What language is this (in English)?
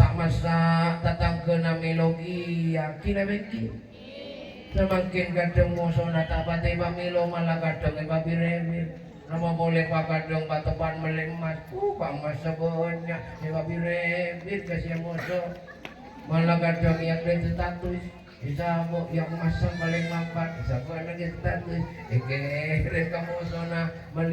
Madurese